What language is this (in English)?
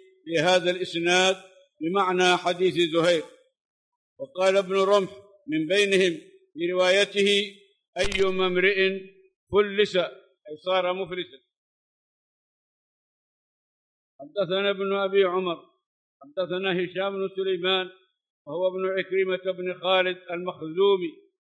Arabic